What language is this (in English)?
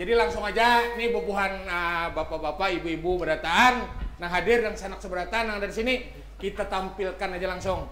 Banjar